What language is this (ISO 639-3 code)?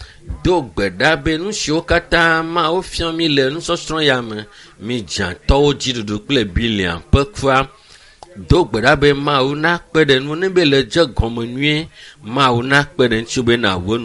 ewe